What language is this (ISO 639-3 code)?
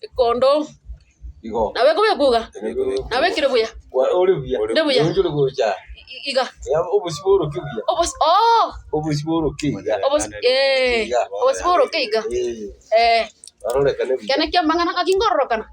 guz